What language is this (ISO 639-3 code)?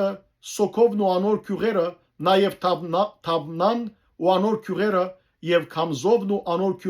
hyw